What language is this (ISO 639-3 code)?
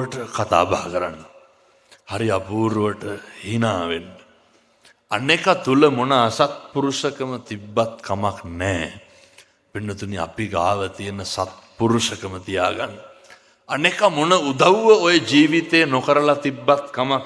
sin